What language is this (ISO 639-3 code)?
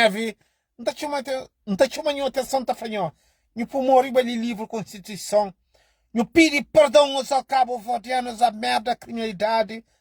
kea